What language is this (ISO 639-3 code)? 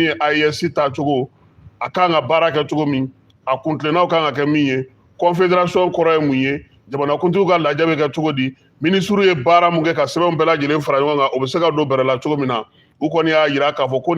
bam